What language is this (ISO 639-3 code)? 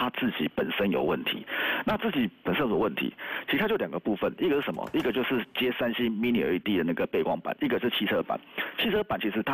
zho